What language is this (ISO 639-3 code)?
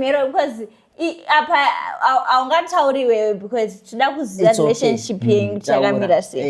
sna